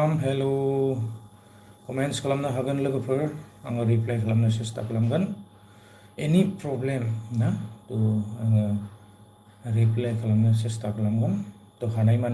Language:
Bodo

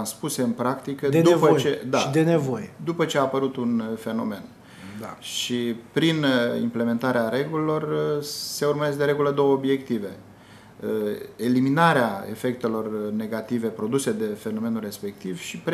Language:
Romanian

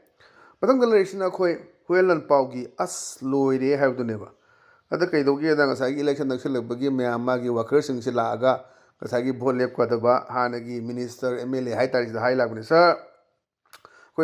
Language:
Manipuri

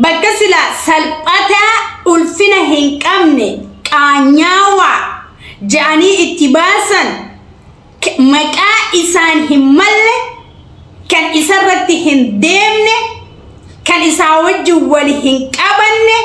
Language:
Oromo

